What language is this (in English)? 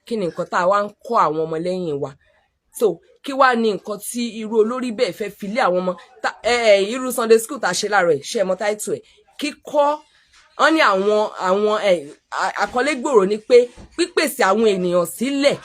Yoruba